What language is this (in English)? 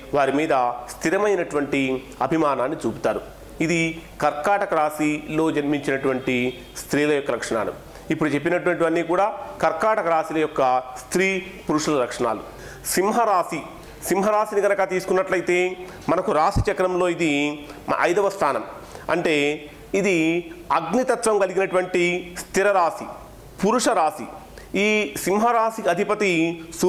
Telugu